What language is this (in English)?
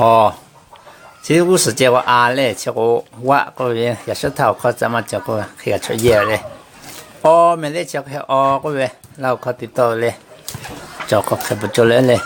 Lahu